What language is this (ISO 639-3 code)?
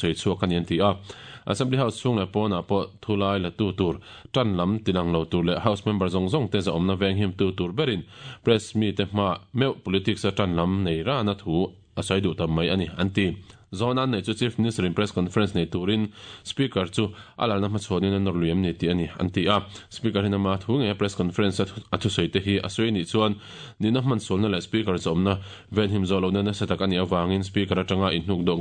lus